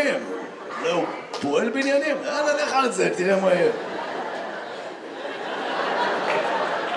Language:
Hebrew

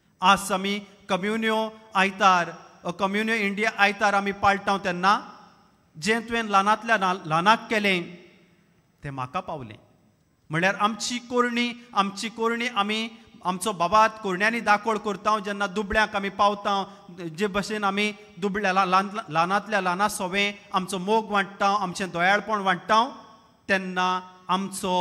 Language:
Konkani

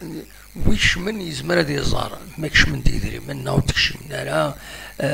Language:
Kabyle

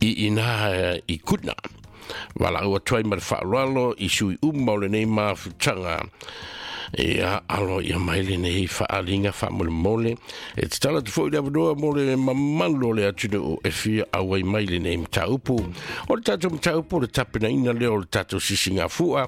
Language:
Samoan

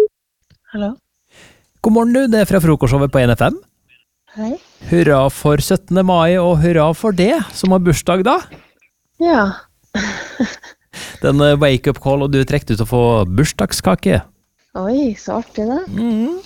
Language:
Norwegian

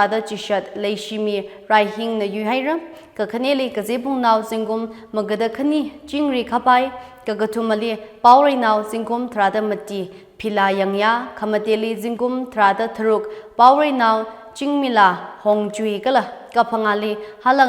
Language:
Tangkhul Naga (India)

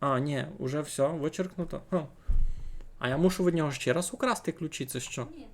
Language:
Rusyn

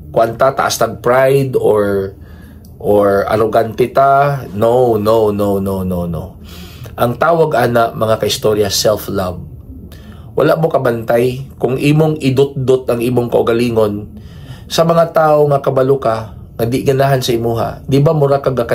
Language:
Cebuano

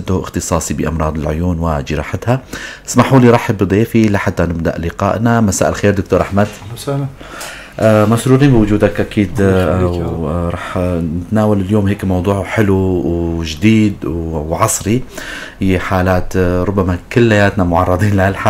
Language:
North Levantine Arabic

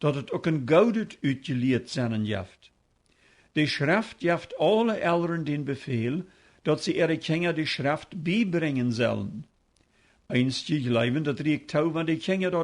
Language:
Plautdietsch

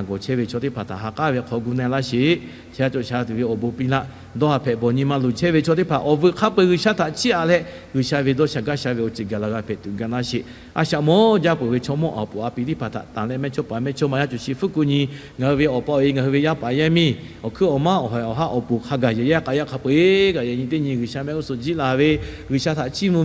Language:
Lahu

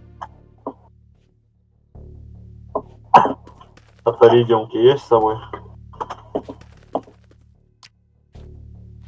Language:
Russian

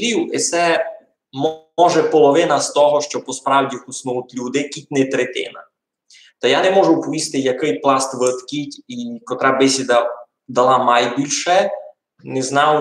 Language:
Rusyn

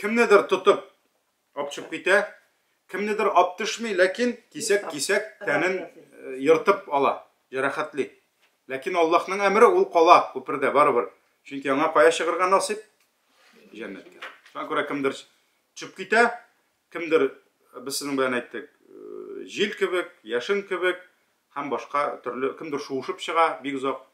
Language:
Tatar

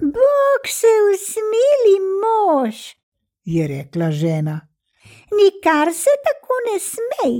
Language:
Slovenian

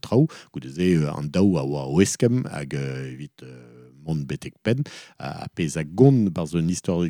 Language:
Breton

